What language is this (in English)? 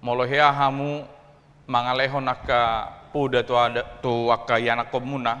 Batak Toba